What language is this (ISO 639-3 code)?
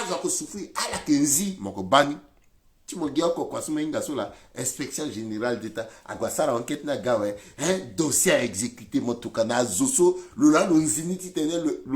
sag